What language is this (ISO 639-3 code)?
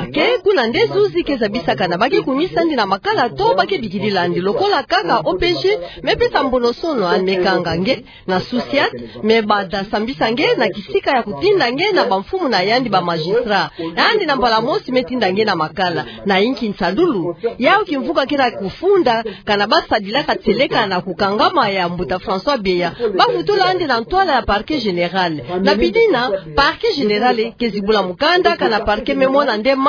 ktu